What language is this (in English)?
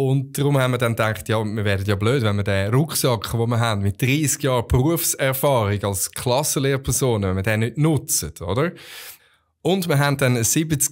Swiss German